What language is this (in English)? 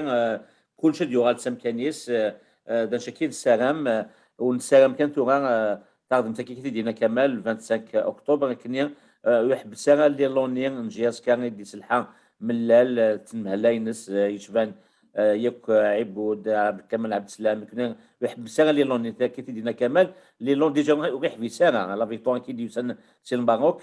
Kabyle